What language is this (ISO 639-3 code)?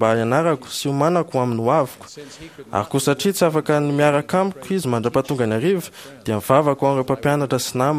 mlg